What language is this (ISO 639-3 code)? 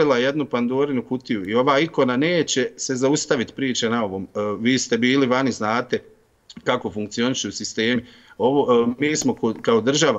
bos